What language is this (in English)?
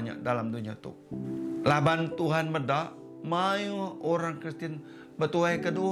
Iban